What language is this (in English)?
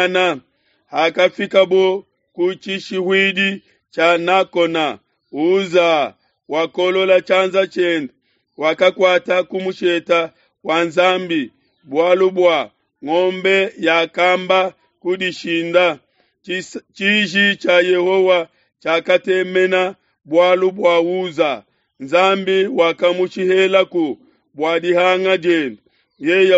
Luba-Lulua